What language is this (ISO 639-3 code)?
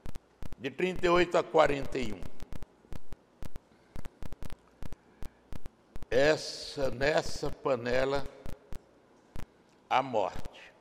por